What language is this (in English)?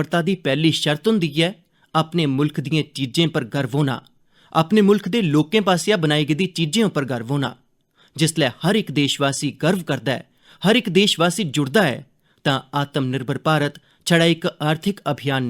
Dogri